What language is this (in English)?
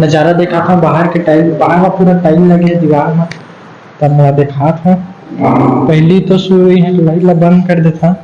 Chhattisgarhi